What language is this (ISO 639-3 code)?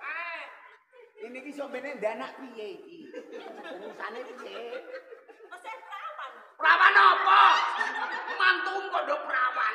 jav